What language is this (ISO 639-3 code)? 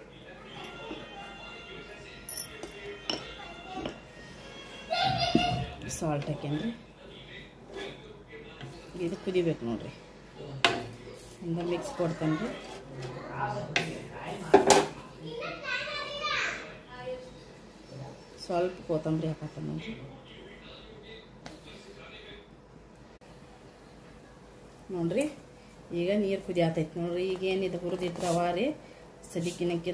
kan